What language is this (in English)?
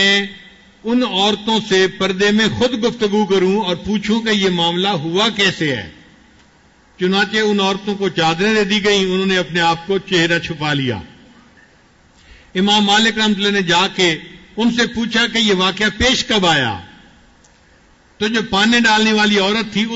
Urdu